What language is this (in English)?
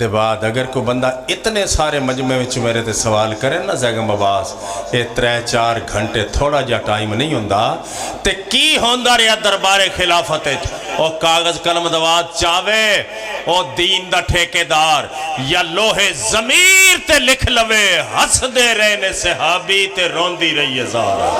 Pahari-Potwari